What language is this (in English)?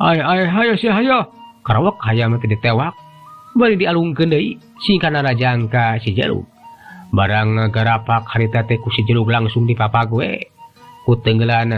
Sundanese